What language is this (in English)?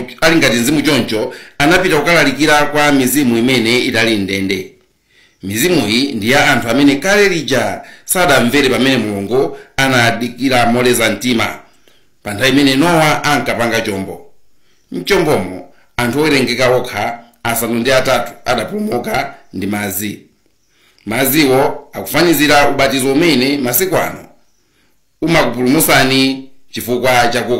Nyanja